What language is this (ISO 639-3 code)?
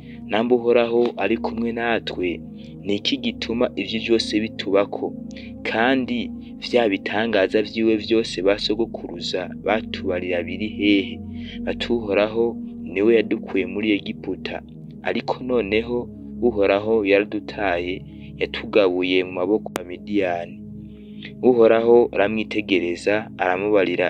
run